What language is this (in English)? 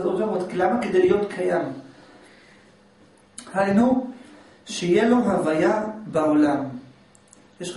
Hebrew